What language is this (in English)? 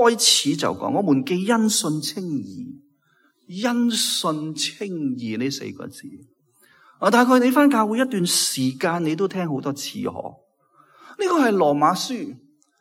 Cantonese